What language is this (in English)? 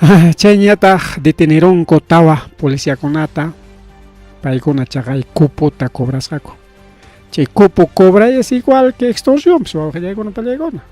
Ayacucho Quechua